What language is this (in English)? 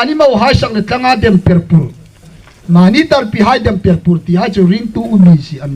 Hmar